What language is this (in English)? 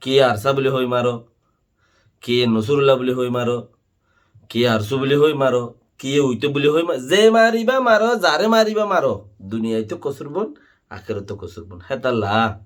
Rohingya